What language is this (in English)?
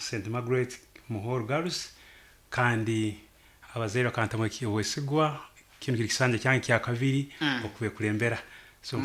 Nyankole